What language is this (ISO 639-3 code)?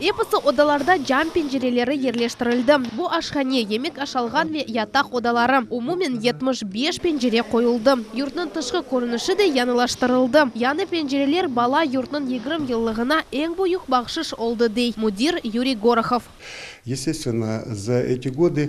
crh